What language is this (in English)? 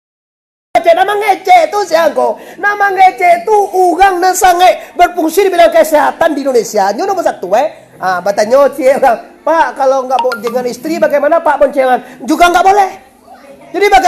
Minangkabau